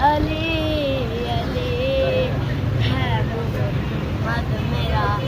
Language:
Pahari-Potwari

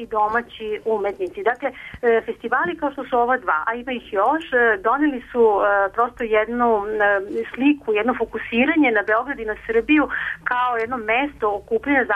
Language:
Serbian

